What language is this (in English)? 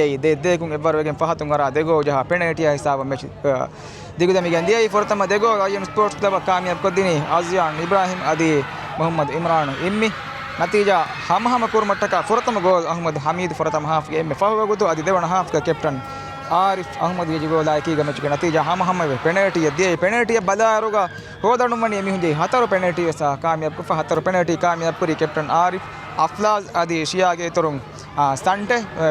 Divehi